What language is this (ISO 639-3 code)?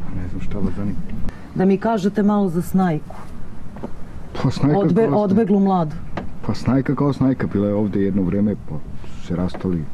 srp